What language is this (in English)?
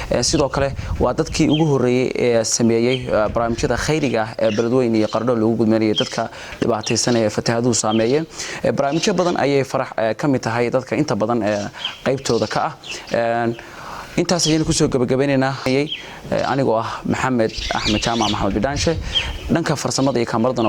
Somali